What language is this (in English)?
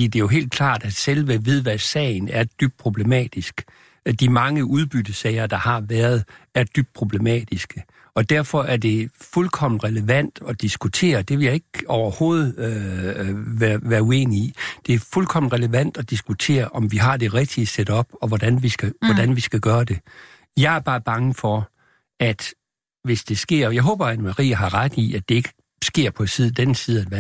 Danish